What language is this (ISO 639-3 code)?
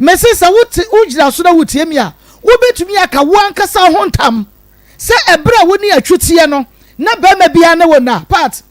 aka